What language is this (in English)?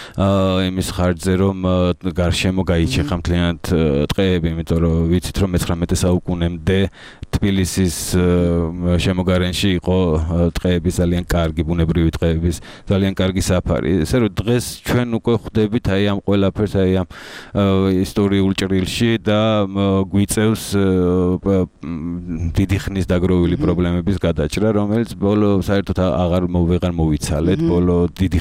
Georgian